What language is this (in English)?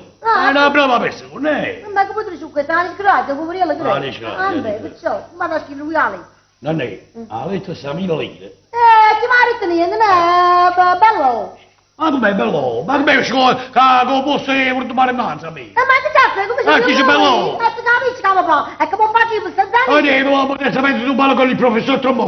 Neapolitan